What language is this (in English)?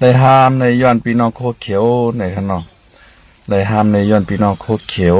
Shan